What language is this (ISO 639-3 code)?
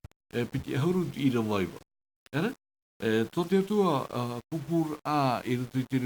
tah